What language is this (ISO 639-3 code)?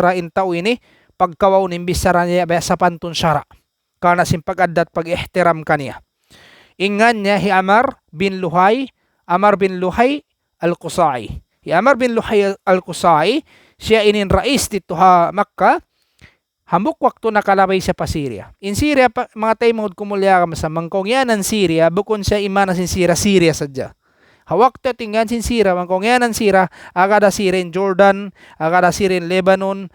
tsg